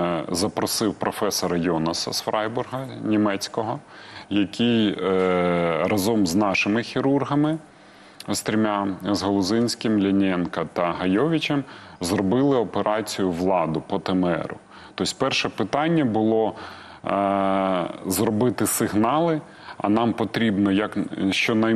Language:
Ukrainian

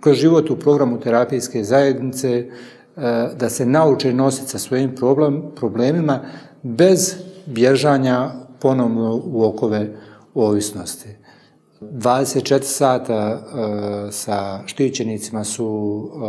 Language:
Bosnian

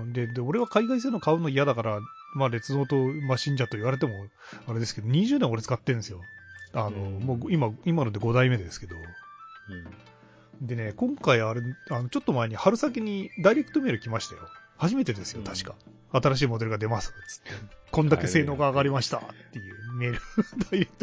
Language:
Japanese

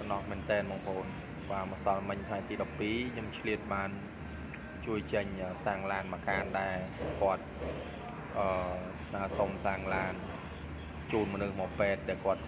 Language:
Khmer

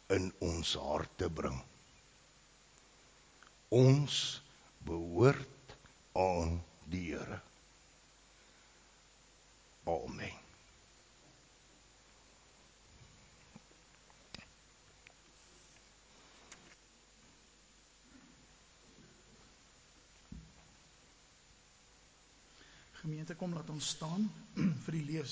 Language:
Afrikaans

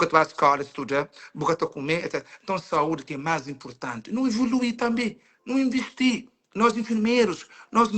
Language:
Kabuverdianu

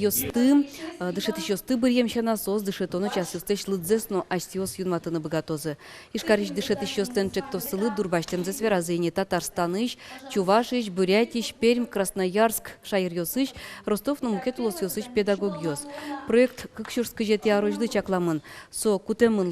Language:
Udmurt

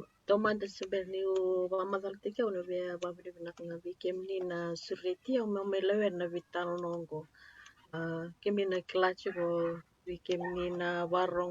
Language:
Fijian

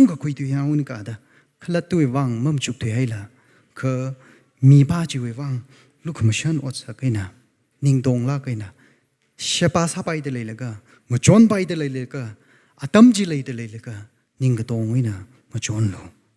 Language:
Tangkhul Naga (India)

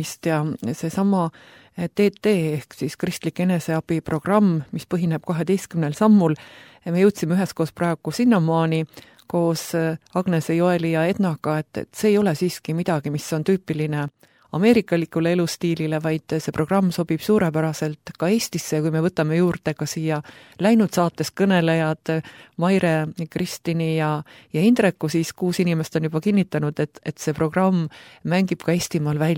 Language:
Estonian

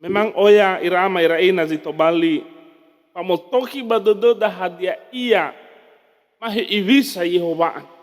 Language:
Nias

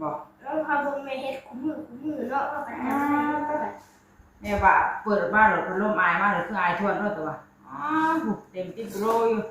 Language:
Northeastern Thai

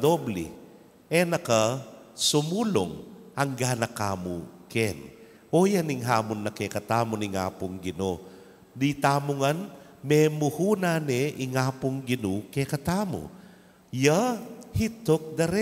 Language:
Pampanga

